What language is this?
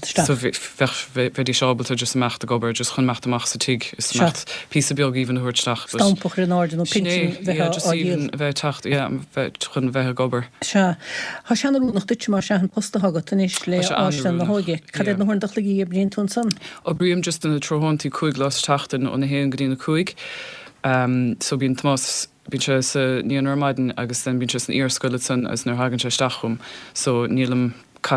Irish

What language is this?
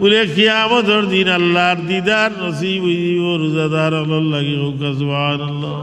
Sylheti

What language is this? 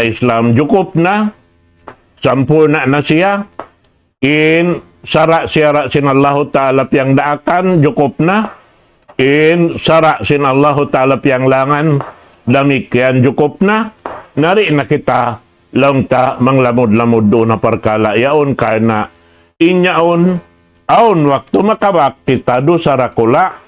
Tausug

